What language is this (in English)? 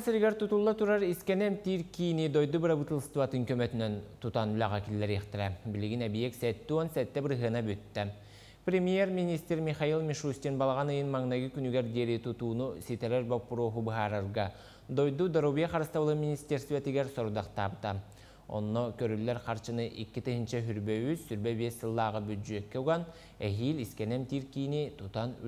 Yakut